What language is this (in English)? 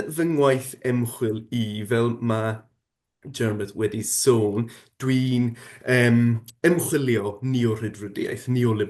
Welsh